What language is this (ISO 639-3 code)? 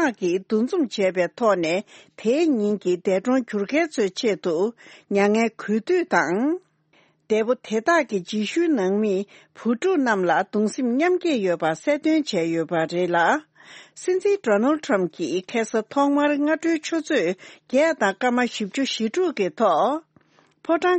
bod